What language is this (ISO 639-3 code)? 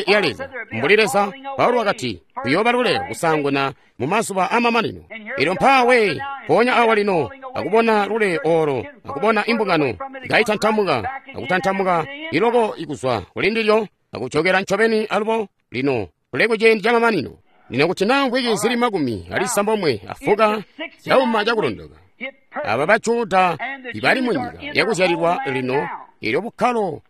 toi